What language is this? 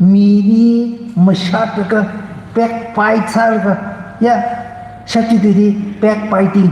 Tangkhul Naga (India)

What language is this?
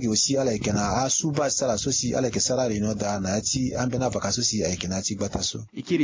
Sango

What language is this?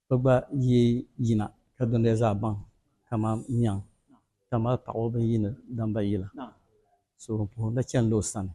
Dagbani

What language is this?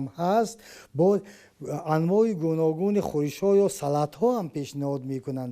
Tajik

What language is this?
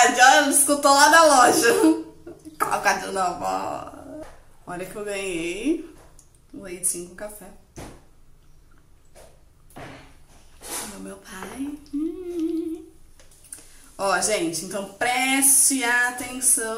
Portuguese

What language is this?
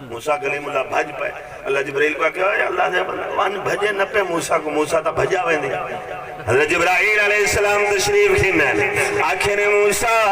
Saraiki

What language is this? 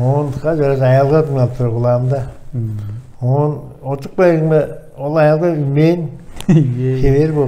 Tuvinian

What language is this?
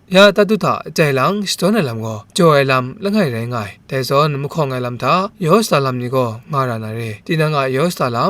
Kachin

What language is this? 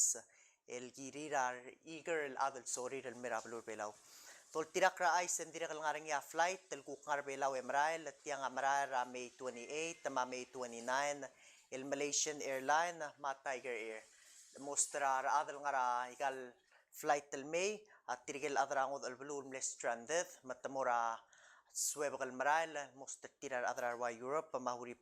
Palauan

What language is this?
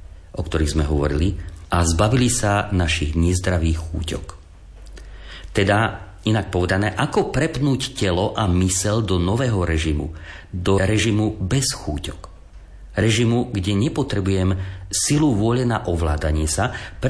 Slovak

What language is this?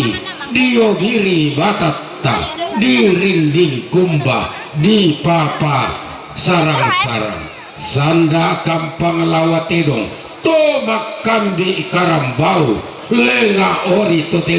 Toraja-Sa'dan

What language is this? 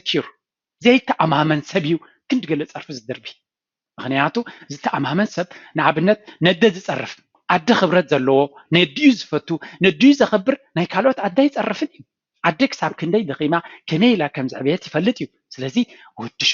Tigrinya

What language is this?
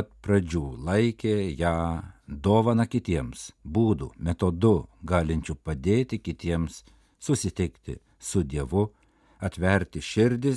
Lithuanian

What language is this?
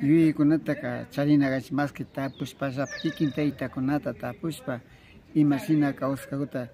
Imbabura Highland Quichua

